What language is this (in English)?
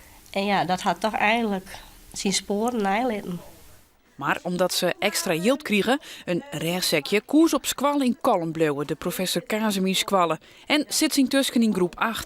Western Frisian